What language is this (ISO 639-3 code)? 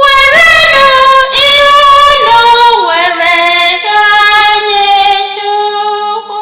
ibo